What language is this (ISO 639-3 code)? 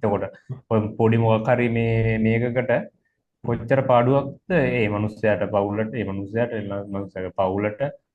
sin